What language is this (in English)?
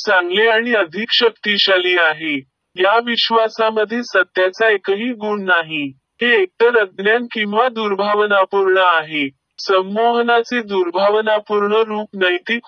Marathi